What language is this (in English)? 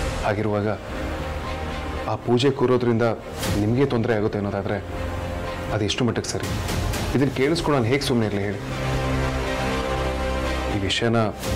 Kannada